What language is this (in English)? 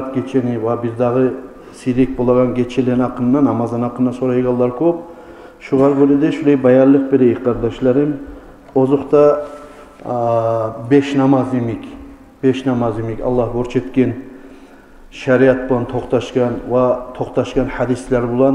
Kumyk